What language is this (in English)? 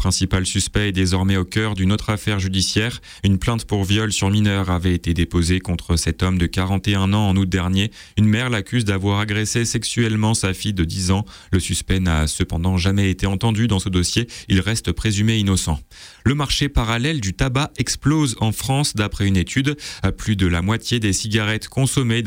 French